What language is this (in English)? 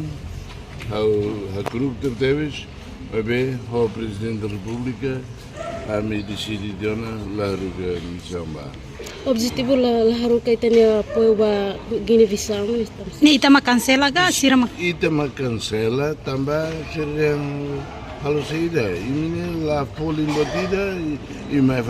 Tetum